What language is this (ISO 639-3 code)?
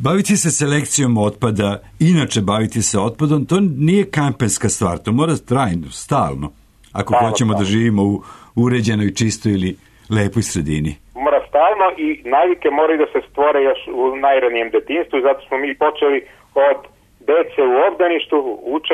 srp